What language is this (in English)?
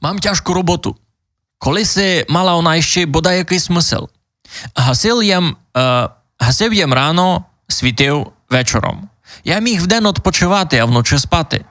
Rusyn